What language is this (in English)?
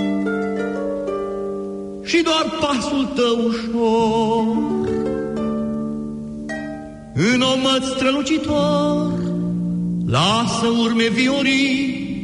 Romanian